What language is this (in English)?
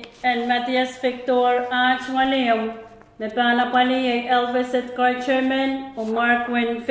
Pohnpeian